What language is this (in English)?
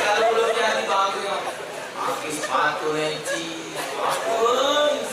Musi